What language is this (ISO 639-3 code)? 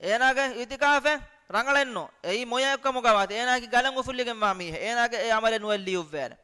div